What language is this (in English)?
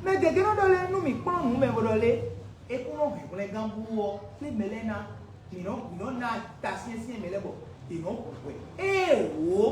Fon